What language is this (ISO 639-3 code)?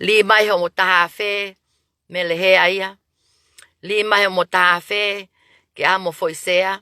ton